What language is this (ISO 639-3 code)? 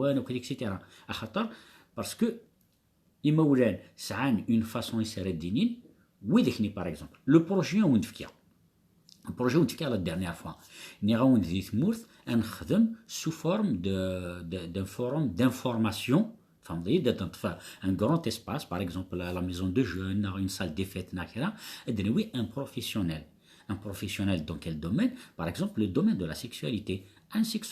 kab